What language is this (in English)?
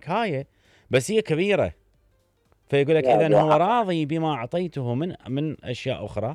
Mesopotamian Arabic